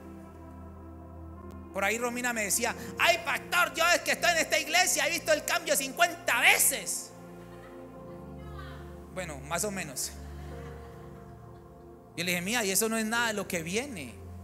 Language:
Spanish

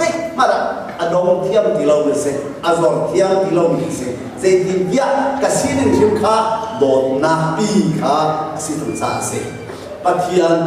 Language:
Hakha Chin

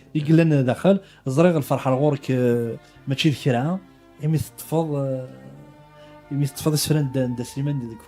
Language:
Kabyle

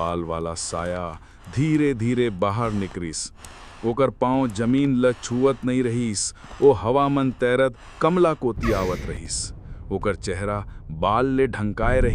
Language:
Chhattisgarhi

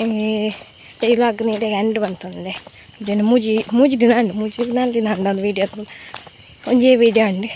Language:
Tulu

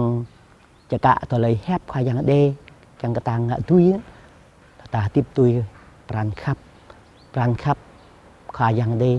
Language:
Jarai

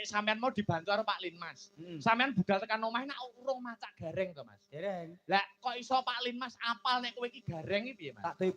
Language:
Javanese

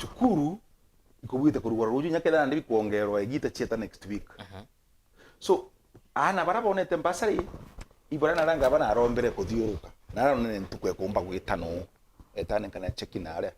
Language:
Meru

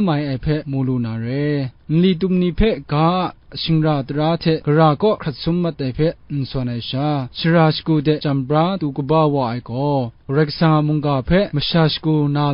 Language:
Kachin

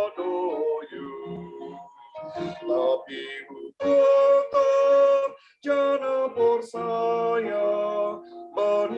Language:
Batak Simalungun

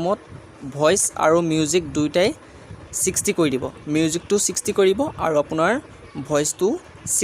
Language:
Assamese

